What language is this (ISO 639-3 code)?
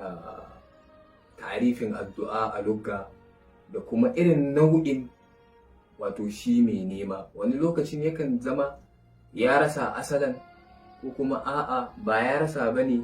hau